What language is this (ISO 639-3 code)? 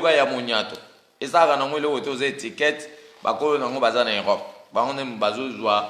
lin